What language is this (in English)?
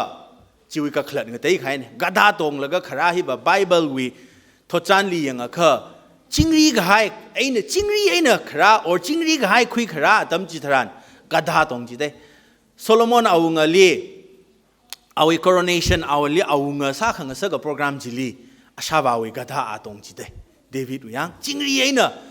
Tangkhul Naga (India)